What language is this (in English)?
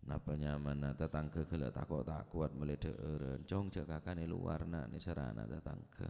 Madurese